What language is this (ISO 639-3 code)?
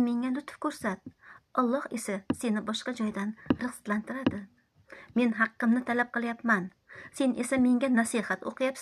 uzb